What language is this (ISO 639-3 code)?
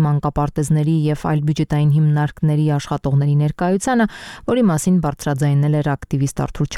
hye